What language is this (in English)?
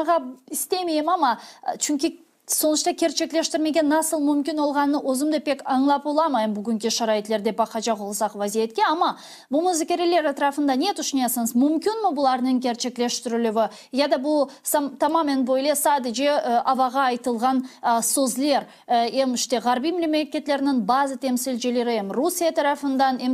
Crimean Tatar